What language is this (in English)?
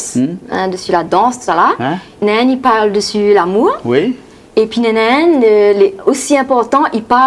Réunion Creole French